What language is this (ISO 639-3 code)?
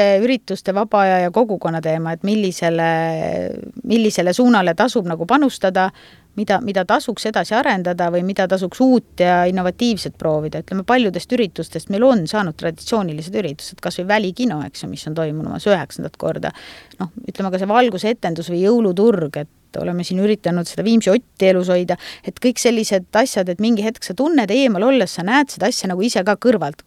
est